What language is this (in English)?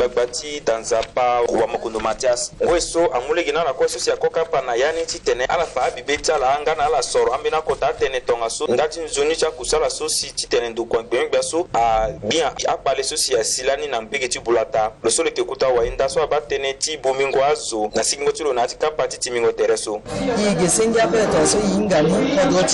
Sango